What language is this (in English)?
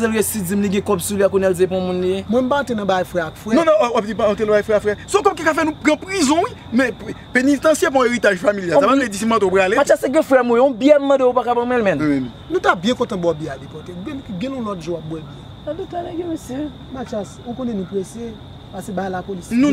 Haitian Creole